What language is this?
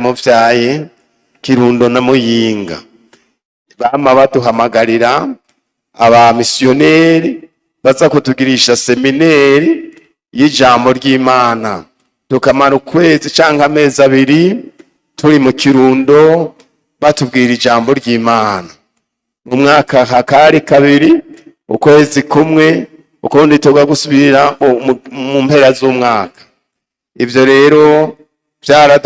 Rundi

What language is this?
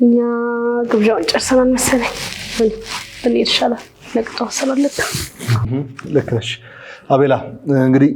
Amharic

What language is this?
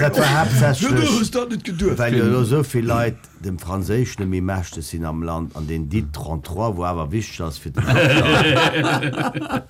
Luxembourgish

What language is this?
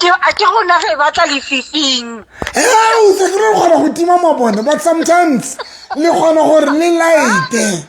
Southern Sotho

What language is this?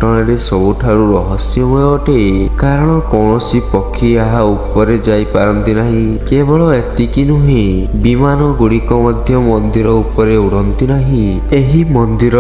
Odia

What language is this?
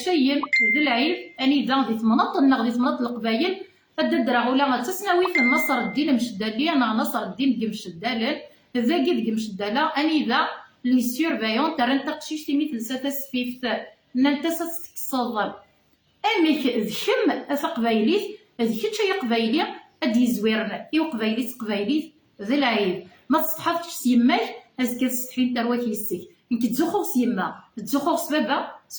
Kabyle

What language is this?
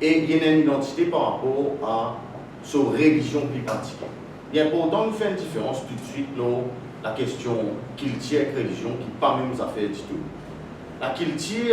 Morisyen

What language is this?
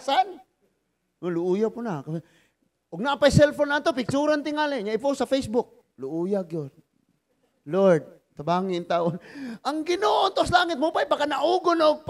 Cebuano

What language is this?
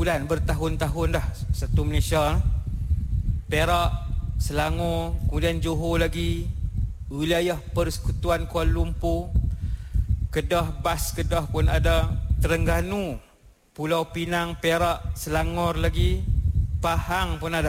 Malay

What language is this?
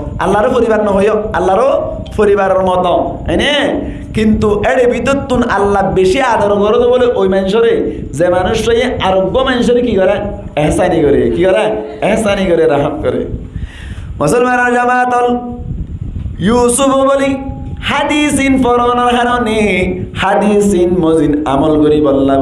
Rohingya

